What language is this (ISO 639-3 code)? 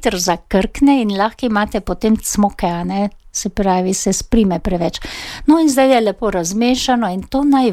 slv